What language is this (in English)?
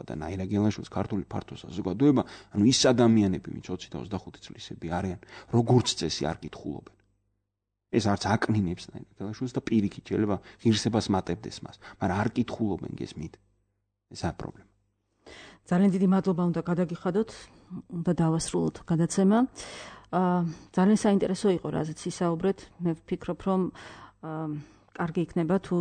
Georgian